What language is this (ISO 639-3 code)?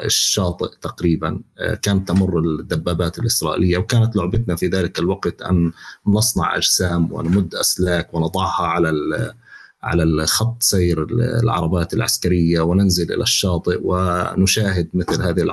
apc